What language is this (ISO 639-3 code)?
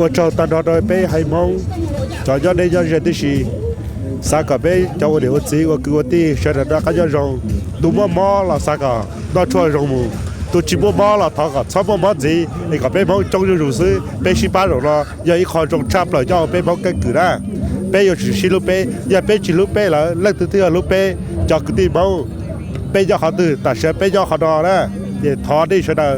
hmn